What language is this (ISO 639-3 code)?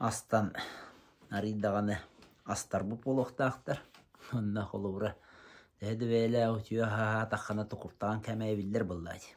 sah